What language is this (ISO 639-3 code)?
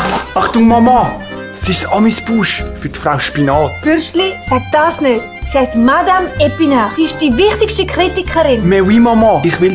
gsw